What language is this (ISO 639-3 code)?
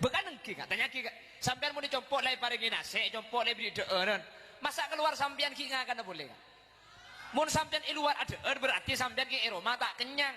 mad